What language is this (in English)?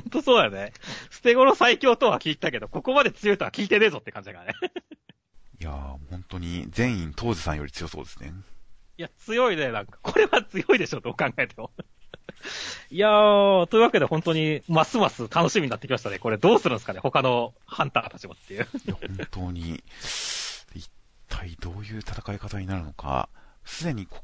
Japanese